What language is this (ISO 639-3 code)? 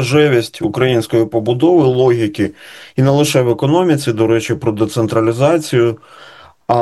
ukr